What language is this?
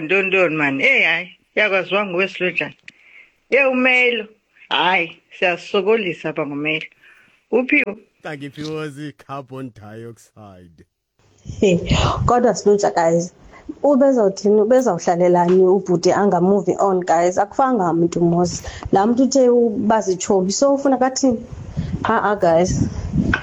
Xhosa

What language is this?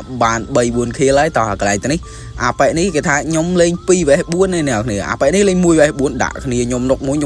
Khmer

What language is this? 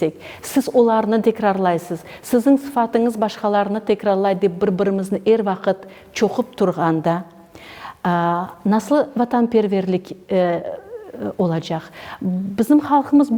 Crimean Tatar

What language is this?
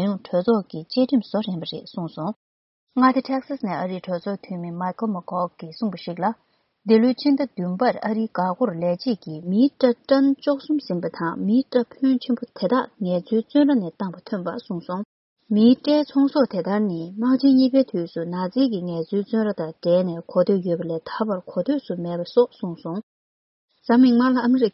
Tibetan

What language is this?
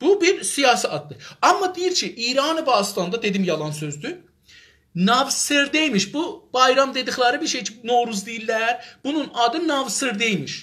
South Azerbaijani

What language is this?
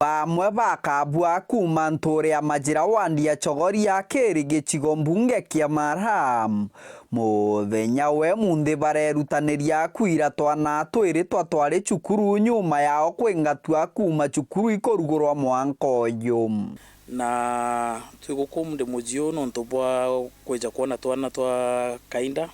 Meru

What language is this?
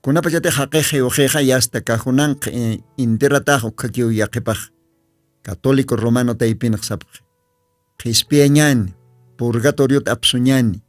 Aymara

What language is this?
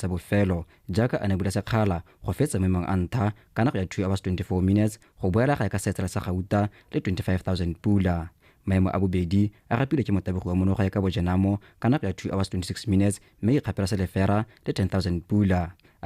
Tswana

